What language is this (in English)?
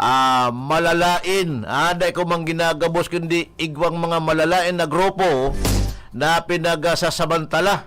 Bikol